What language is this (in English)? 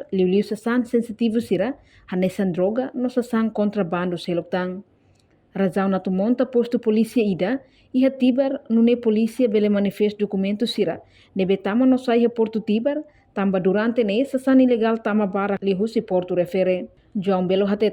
Tetum